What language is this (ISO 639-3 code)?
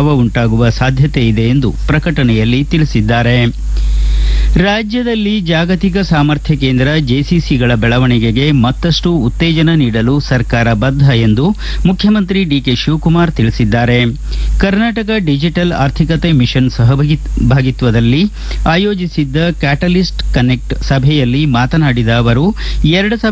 kan